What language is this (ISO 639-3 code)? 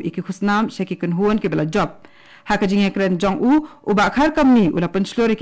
kha